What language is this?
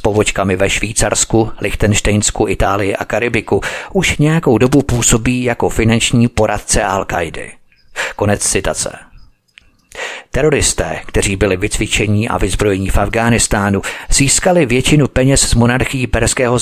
Czech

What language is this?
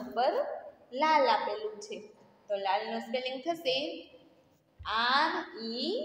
Gujarati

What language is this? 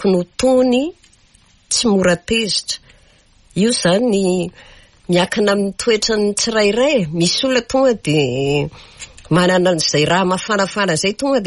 Malagasy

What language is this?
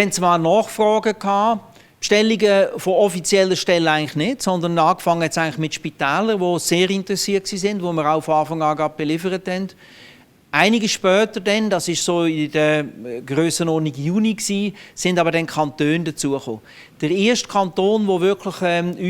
Swiss German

